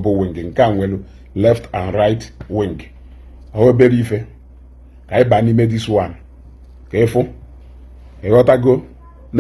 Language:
Igbo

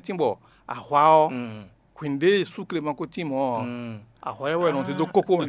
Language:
Fon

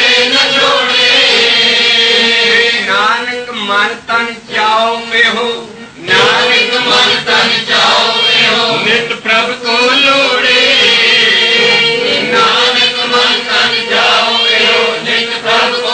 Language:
Punjabi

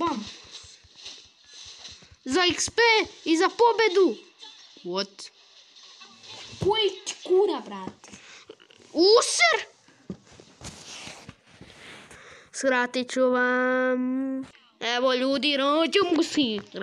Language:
Croatian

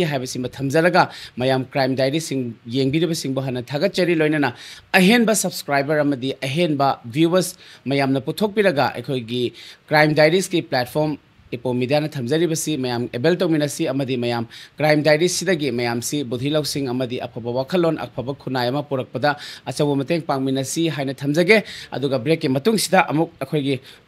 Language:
Manipuri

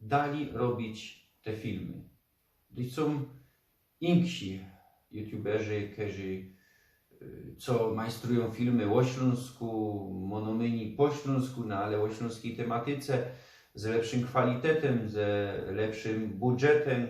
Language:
Silesian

